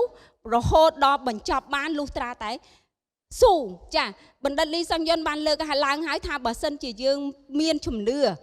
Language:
Khmer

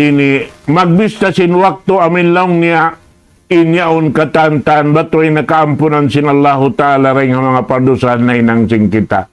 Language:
Tausug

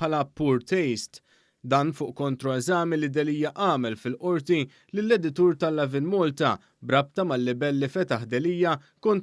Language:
Maltese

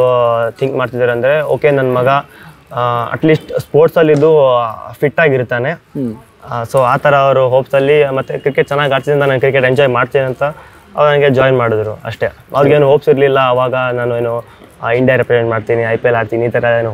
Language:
Kannada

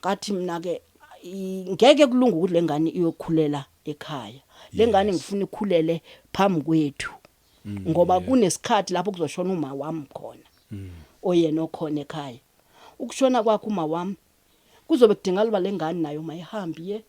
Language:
Zulu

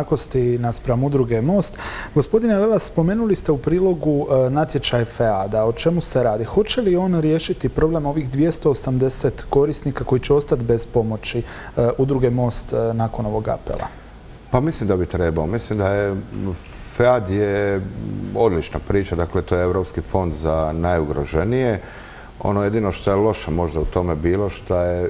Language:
Croatian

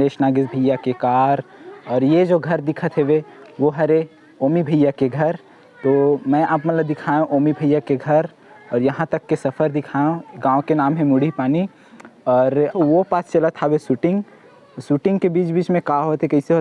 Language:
Chhattisgarhi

